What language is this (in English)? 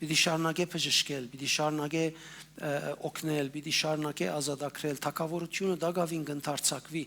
Western Armenian